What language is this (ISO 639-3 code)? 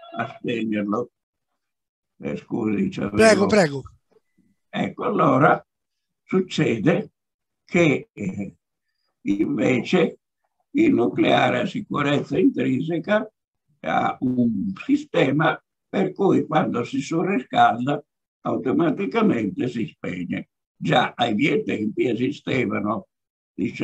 ita